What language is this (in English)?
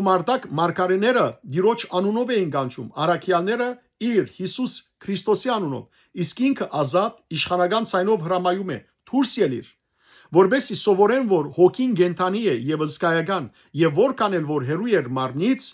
Western Armenian